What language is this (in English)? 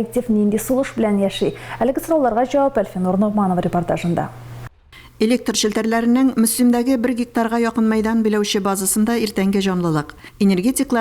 Tatar